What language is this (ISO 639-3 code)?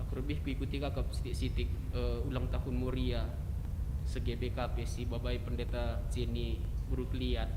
btx